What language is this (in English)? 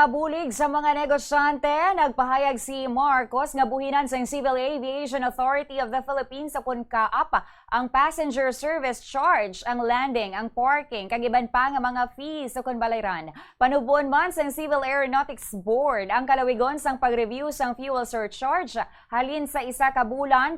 Hiligaynon